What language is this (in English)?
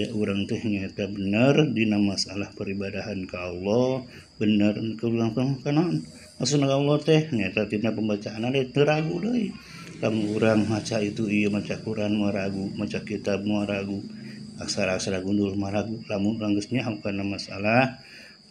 Sundanese